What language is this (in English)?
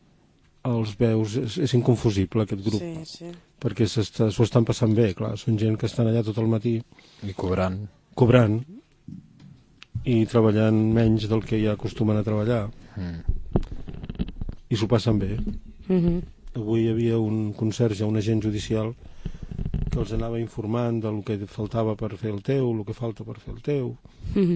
Catalan